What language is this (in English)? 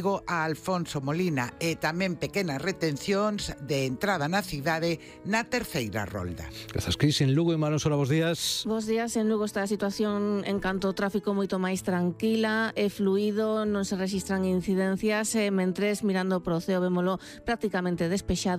Galician